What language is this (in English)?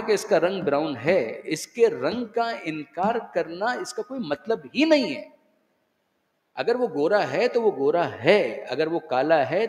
Urdu